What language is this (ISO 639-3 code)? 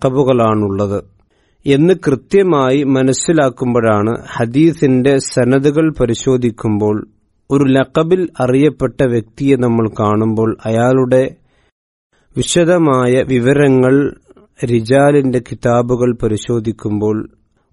mal